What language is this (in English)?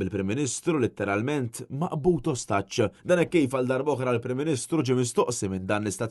Maltese